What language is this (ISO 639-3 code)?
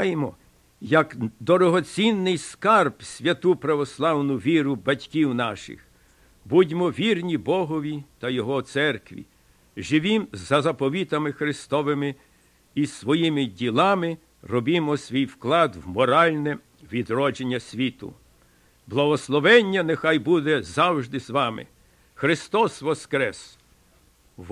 ukr